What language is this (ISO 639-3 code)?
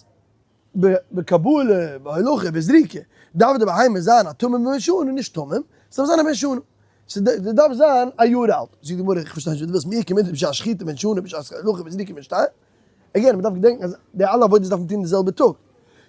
yid